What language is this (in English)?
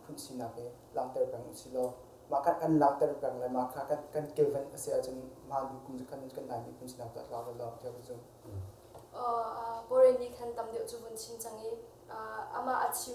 Hakha Chin